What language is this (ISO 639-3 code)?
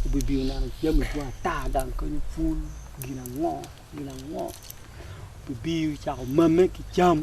ach